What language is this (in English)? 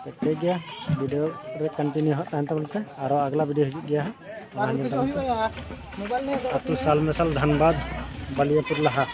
Santali